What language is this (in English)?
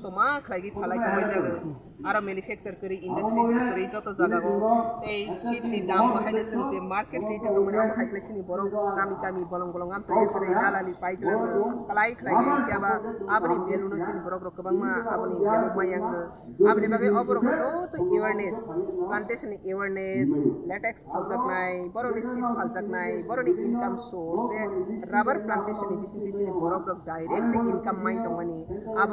Kok Borok